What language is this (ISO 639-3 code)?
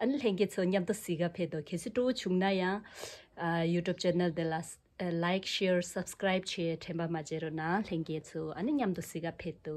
bod